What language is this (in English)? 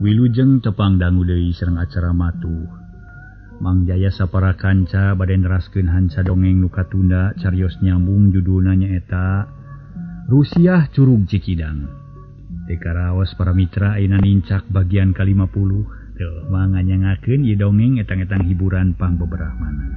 Sundanese